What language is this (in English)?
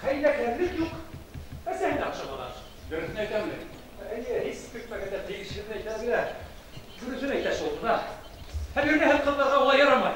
Bashkir